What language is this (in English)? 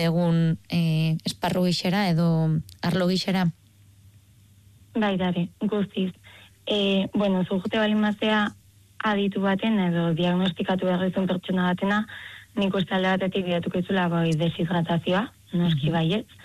Basque